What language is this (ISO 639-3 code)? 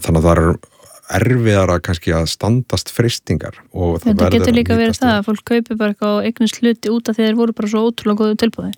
isl